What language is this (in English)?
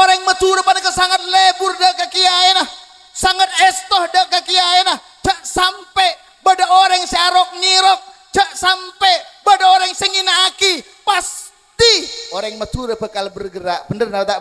Madurese